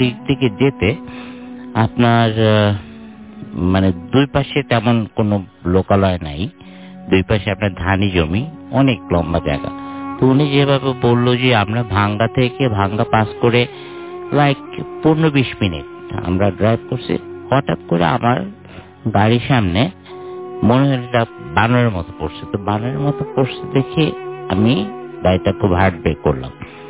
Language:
Bangla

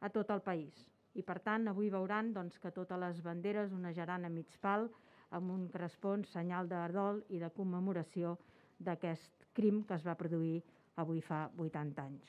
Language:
Catalan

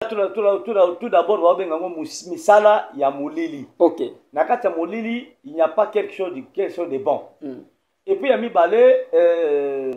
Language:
Lingala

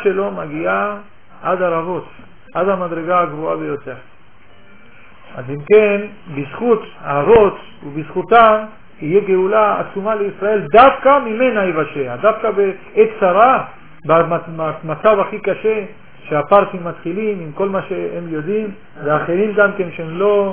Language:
Hebrew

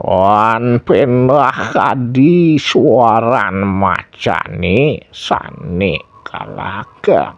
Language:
Balinese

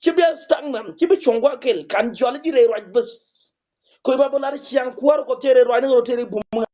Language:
Nuer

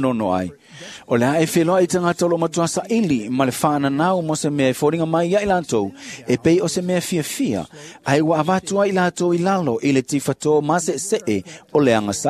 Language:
Samoan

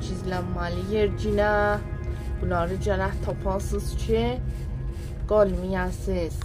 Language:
South Azerbaijani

